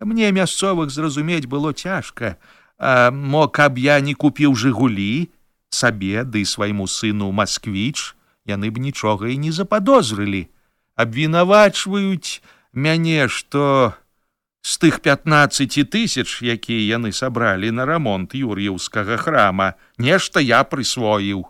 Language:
Belarusian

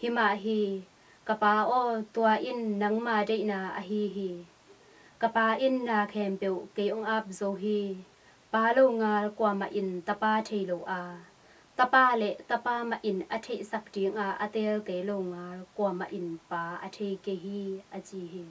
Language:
Tedim Chin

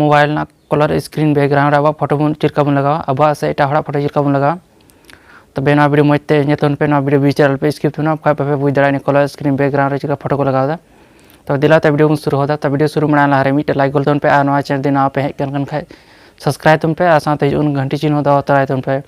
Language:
Santali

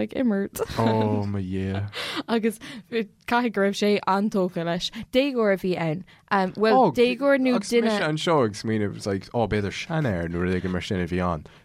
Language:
Irish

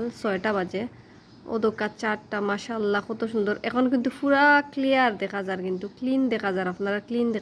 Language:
Sylheti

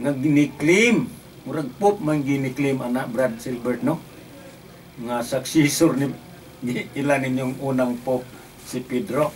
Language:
Cebuano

